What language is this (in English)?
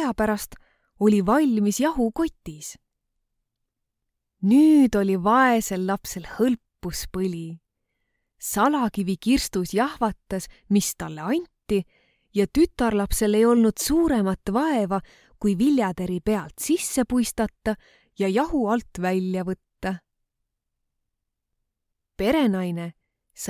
Estonian